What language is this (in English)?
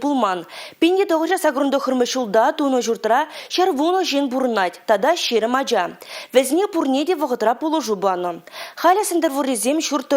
Chuvash